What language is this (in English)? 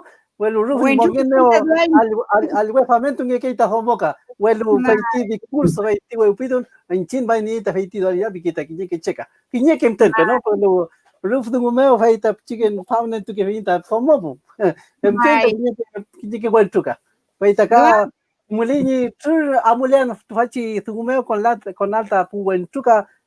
Mapuche